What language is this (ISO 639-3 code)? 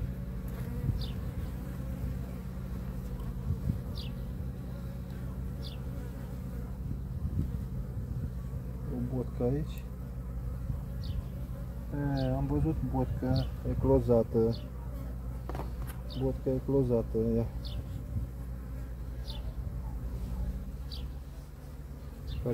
ron